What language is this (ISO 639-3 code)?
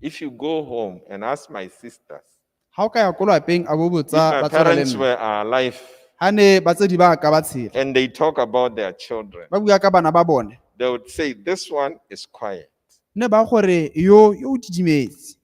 tsn